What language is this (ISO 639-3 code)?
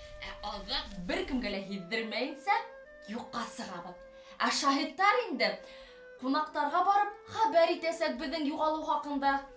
bak